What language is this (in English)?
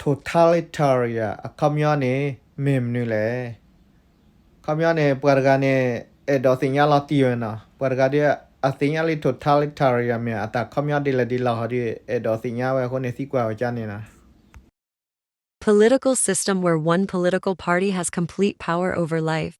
S'gaw Karen